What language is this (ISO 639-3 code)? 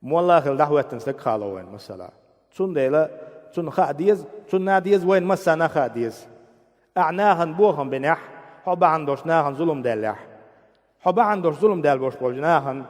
che